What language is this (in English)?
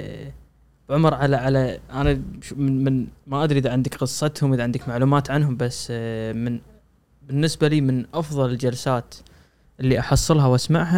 Gulf Arabic